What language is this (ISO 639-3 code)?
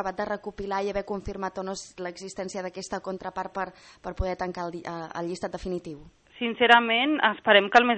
cat